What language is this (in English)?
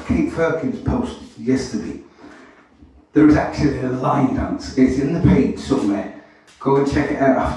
English